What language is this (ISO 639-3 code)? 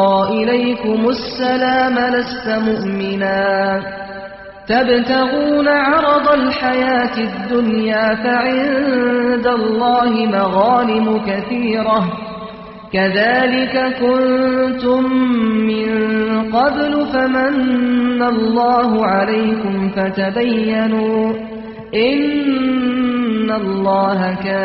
kur